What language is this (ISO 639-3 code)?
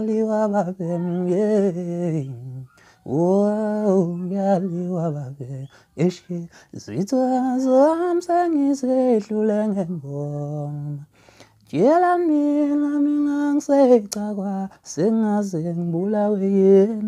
zul